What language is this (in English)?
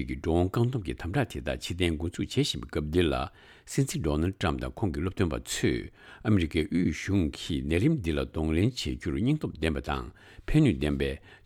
Tibetan